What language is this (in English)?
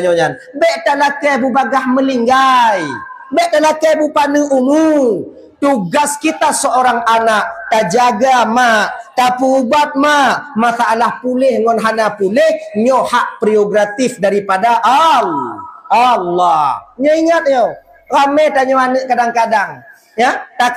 Achinese